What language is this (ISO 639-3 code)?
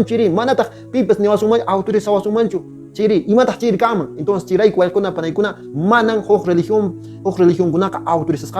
que